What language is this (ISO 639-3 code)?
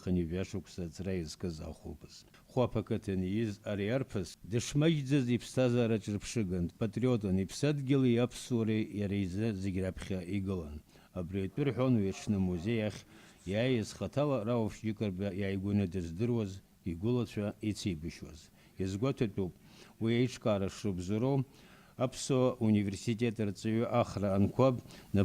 abk